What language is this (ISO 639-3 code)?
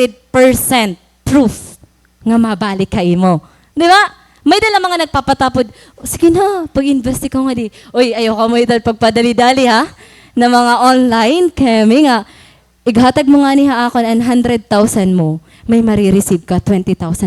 war